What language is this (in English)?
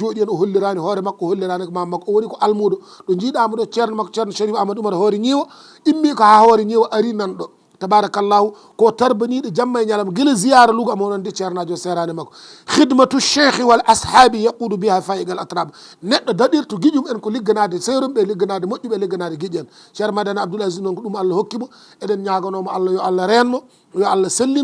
Fula